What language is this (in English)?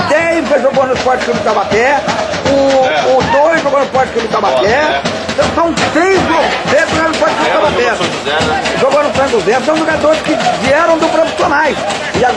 Portuguese